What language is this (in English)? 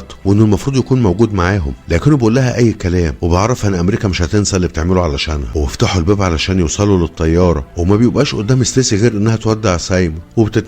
Egyptian Arabic